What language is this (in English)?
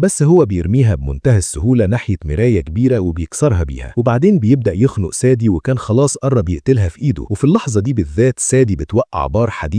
Egyptian Arabic